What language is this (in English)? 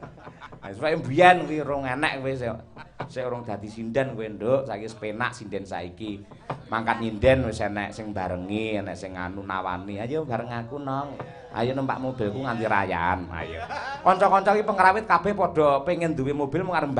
Javanese